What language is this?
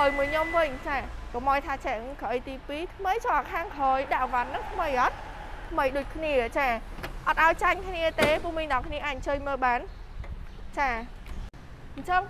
Khmer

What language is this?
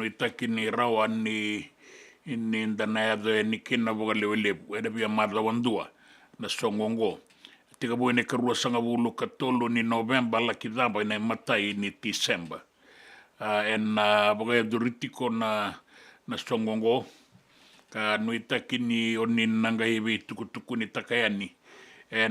Fijian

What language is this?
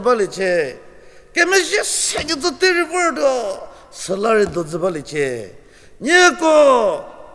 Angami Naga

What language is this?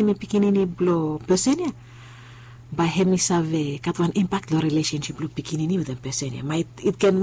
Bislama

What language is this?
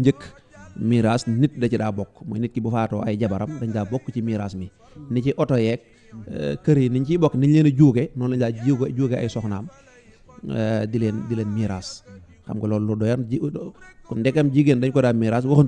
Wolof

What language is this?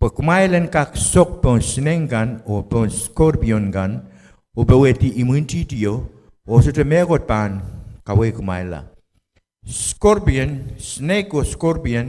Pohnpeian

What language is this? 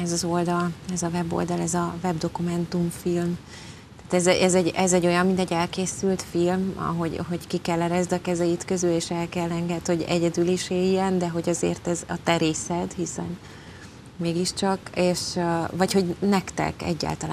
Hungarian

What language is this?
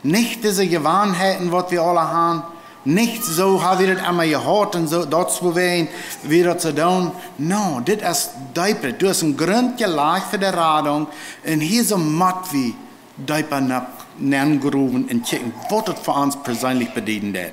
Plautdietsch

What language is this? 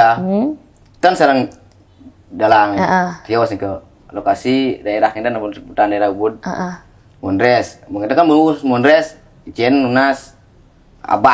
Balinese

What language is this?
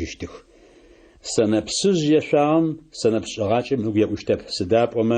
Adyghe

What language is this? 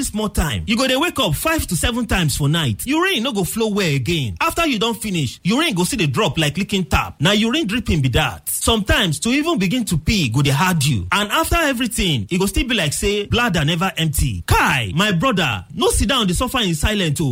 Nigerian Pidgin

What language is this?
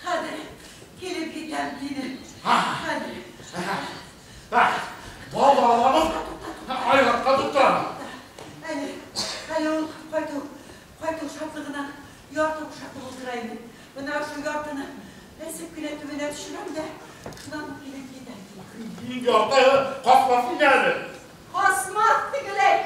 Bashkir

